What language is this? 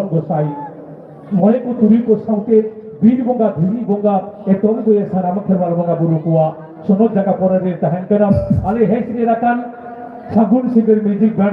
Santali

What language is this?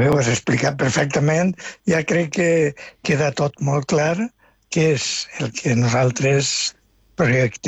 Catalan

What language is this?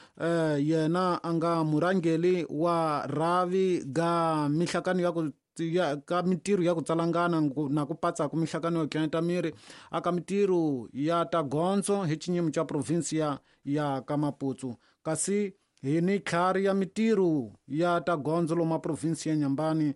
Tsonga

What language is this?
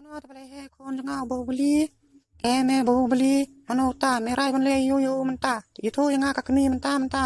Khasi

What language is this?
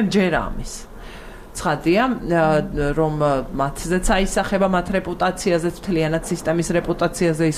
Georgian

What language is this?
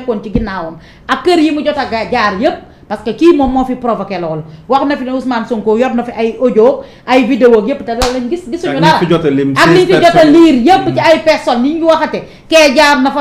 Wolof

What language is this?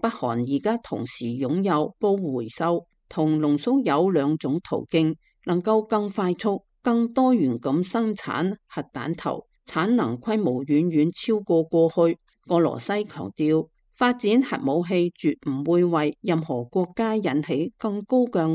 Cantonese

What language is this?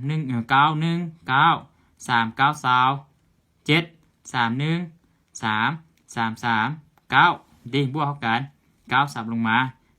Lao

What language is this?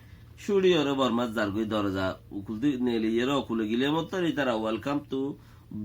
Rohingya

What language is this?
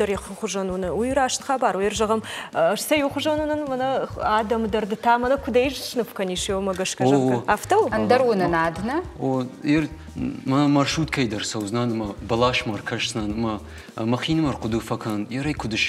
Ossetic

